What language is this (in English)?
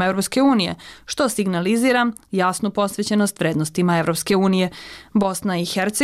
Bosnian